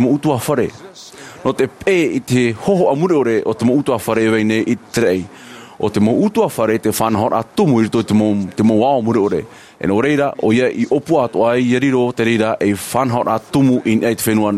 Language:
Tahitian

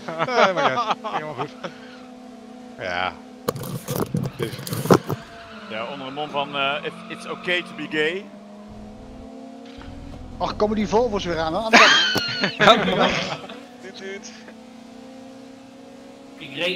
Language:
Dutch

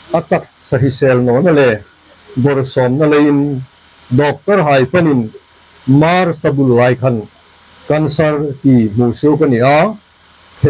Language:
Hmar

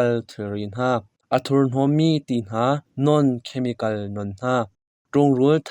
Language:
Hakha Chin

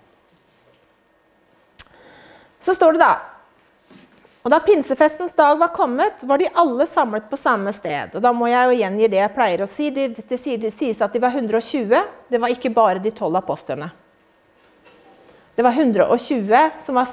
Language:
Norwegian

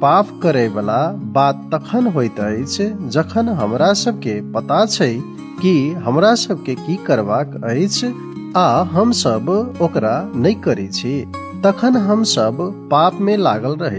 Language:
Maithili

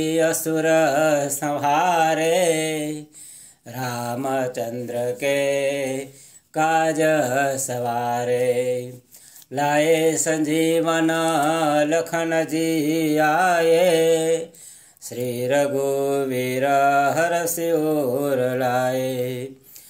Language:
Sanskrit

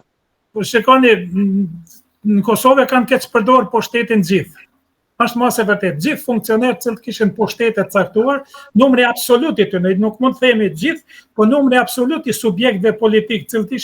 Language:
Albanian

